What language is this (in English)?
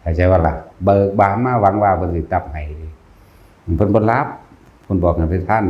Northeastern Thai